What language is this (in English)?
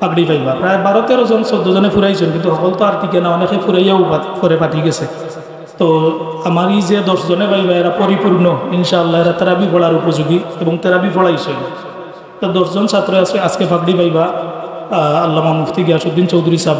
Sylheti